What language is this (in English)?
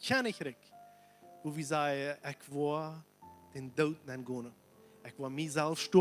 Plautdietsch